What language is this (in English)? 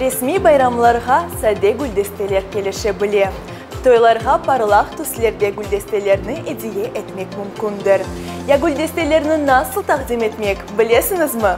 Crimean Tatar